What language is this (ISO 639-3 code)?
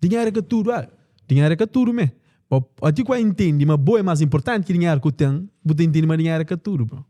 kea